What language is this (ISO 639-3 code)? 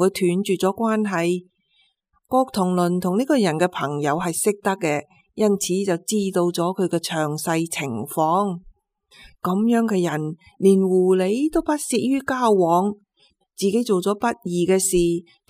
yue